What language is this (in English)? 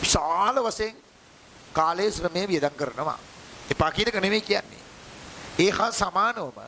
Sinhala